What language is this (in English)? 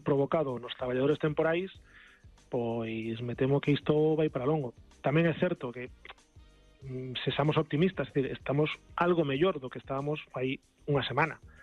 Galician